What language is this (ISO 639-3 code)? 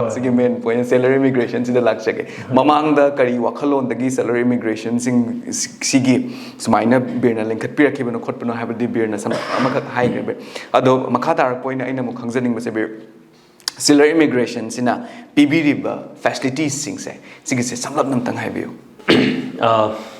mni